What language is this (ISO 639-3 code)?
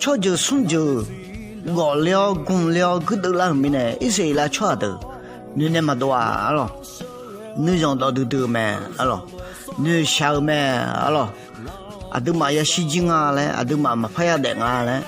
ahk